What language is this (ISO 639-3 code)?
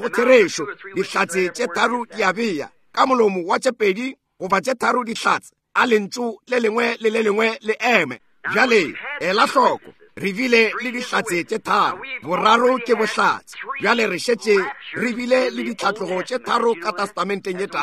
nso